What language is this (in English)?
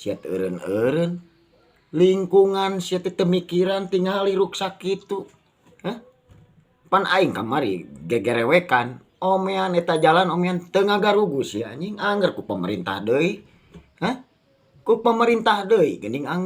Sundanese